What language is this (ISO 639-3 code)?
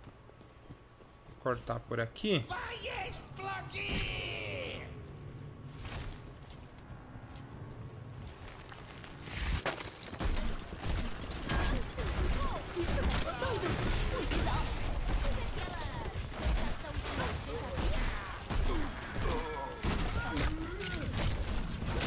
por